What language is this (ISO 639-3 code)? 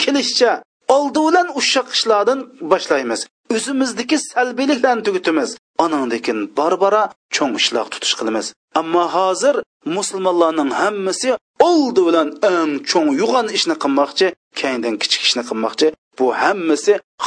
uig